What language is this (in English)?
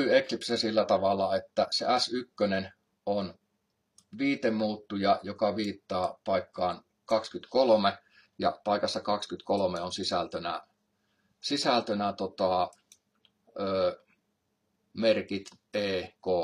Finnish